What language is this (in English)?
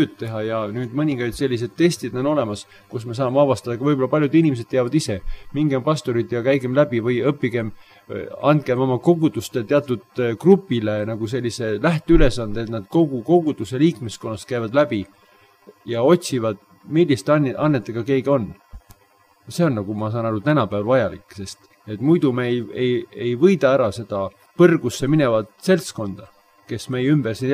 Estonian